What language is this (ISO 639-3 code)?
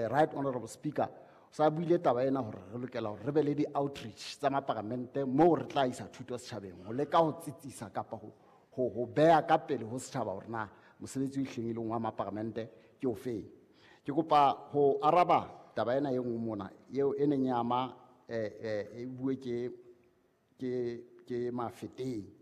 sot